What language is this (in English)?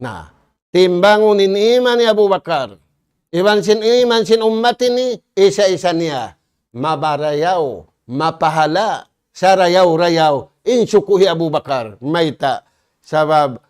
Tausug